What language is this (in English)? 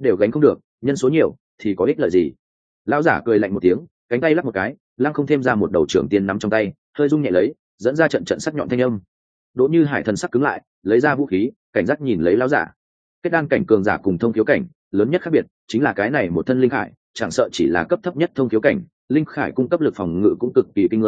Vietnamese